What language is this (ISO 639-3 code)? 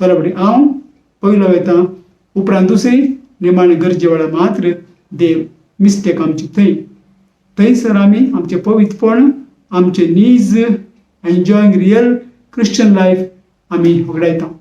kok